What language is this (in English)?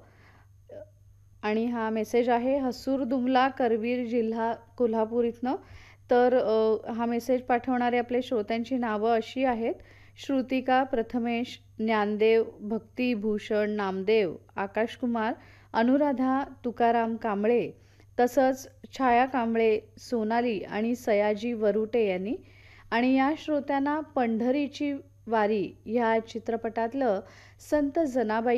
Marathi